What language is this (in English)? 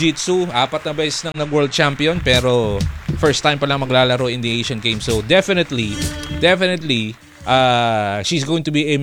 Filipino